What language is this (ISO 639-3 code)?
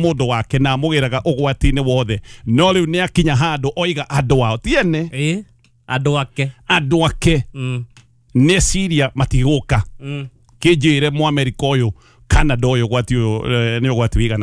kik